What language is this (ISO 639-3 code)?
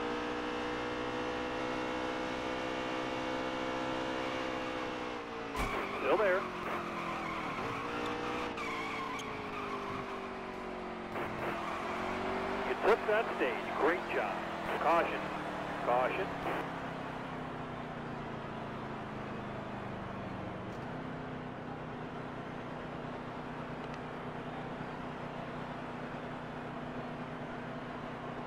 eng